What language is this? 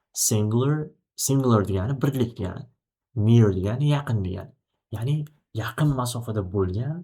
Uzbek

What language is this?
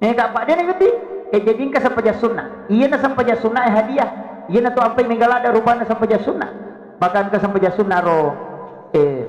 Buginese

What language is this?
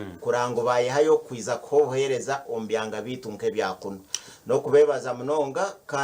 Nyankole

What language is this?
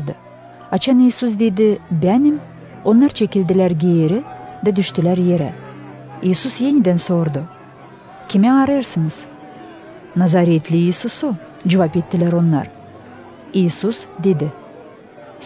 Gagauz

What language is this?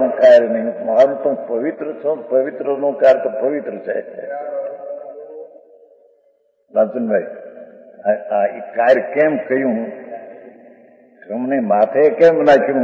Gujarati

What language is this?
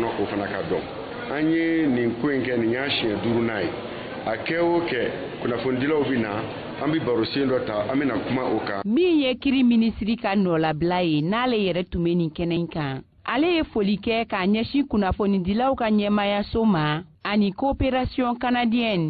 Bambara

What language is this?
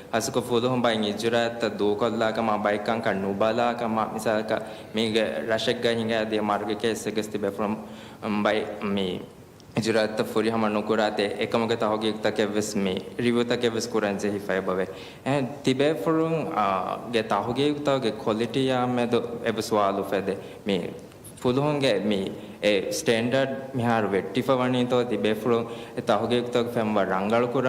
Divehi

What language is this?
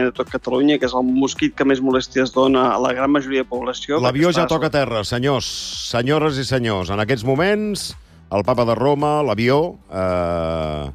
Catalan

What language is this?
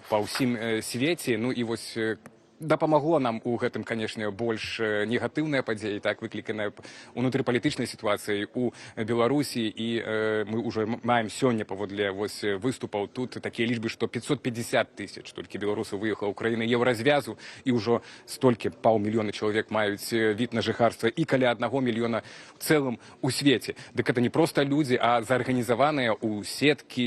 Belarusian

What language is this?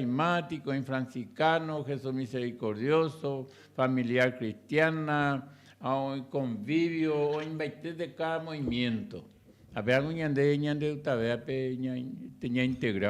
Guarani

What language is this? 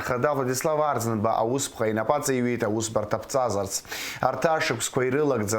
Abkhazian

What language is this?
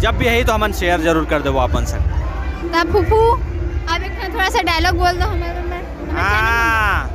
Chhattisgarhi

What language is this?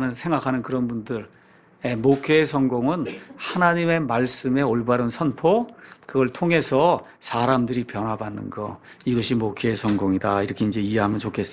Korean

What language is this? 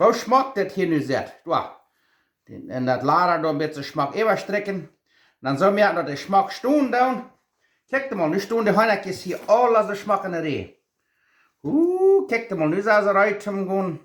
Plautdietsch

